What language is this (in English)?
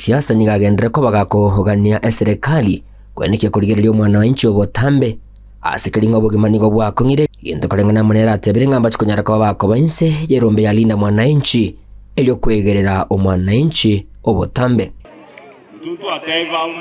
Gusii